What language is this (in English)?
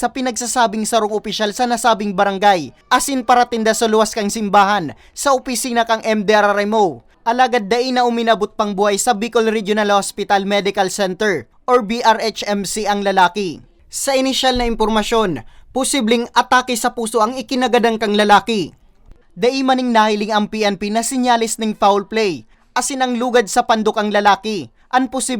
Bikol